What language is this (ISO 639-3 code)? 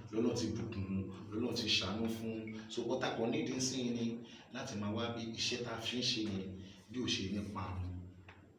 yor